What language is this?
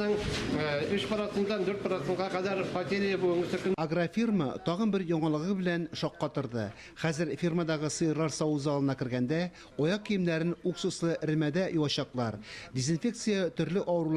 Tatar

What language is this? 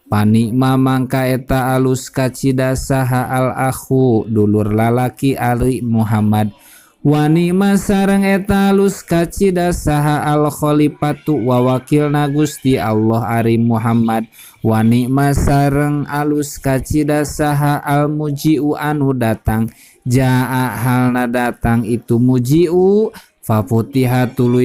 Sundanese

